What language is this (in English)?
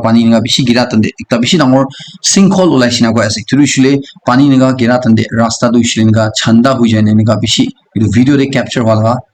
Naga Pidgin